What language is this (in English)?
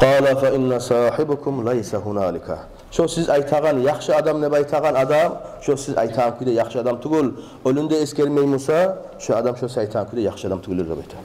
Kumyk